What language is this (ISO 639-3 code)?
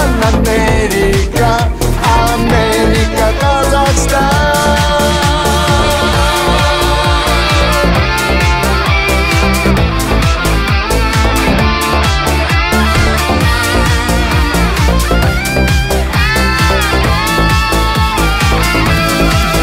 kaz